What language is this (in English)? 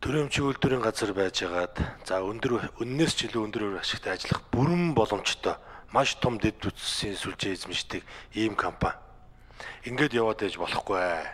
Mongolian